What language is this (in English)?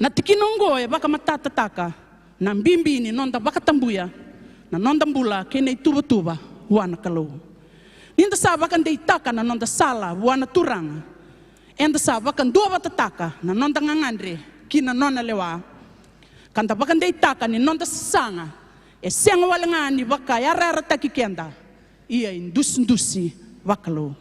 Fijian